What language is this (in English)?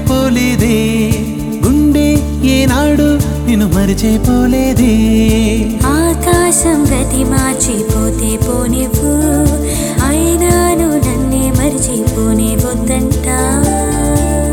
Telugu